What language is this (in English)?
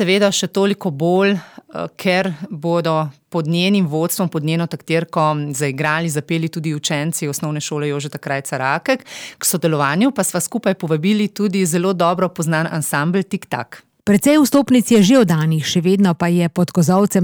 Slovenian